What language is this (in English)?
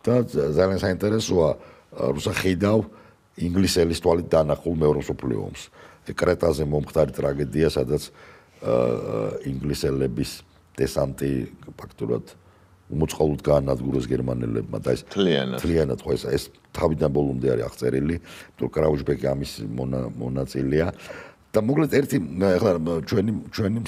Georgian